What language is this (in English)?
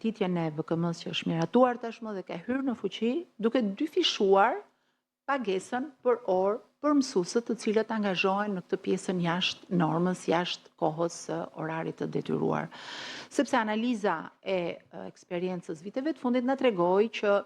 Albanian